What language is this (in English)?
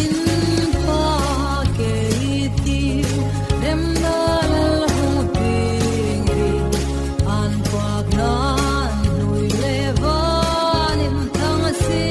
Falam Chin